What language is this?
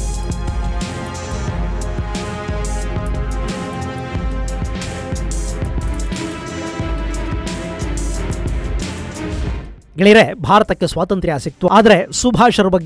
Kannada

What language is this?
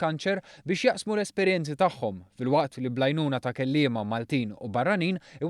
Maltese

